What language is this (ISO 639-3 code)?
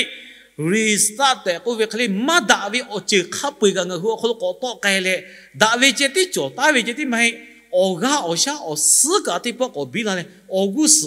lhu